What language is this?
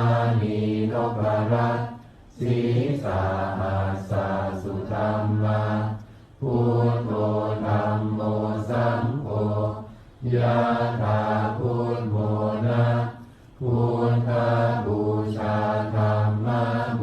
Pali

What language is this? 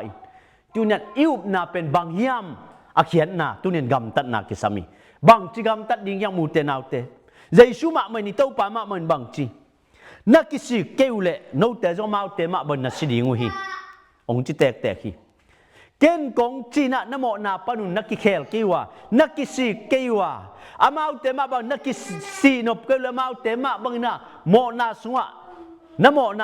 Tedim Chin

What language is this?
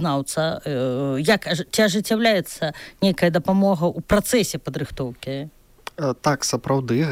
Belarusian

